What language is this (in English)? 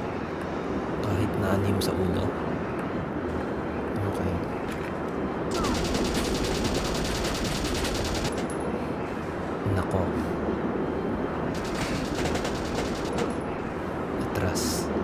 Filipino